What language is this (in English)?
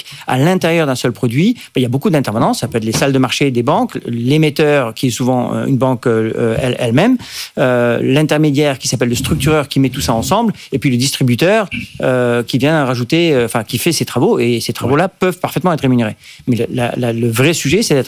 French